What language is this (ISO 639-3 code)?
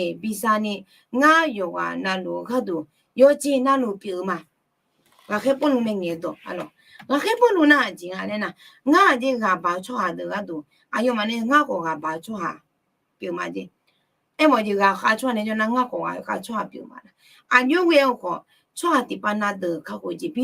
ahk